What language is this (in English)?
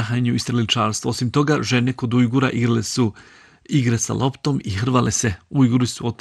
Bosnian